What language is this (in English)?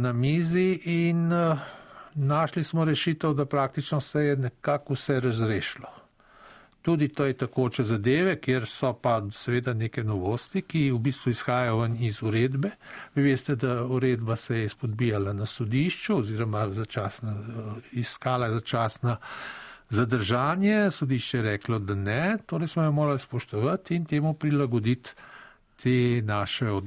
Slovenian